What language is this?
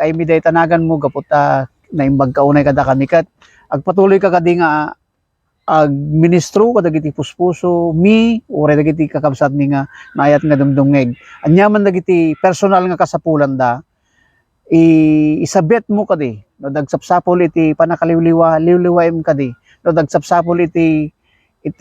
Iloko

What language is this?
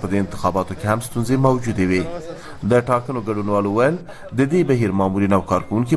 Pashto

